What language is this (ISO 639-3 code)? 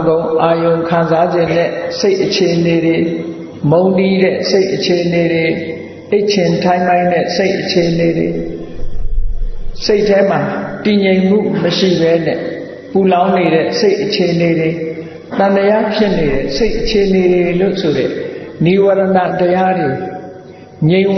mya